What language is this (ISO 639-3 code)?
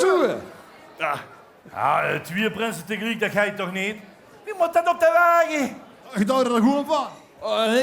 lim